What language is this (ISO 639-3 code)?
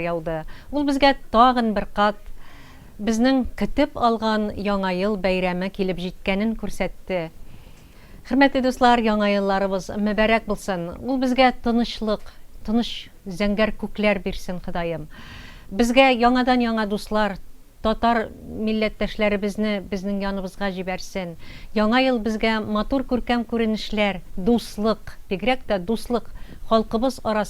tat